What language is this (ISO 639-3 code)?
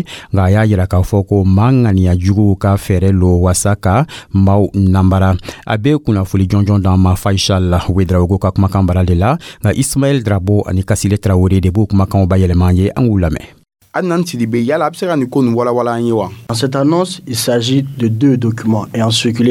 dyu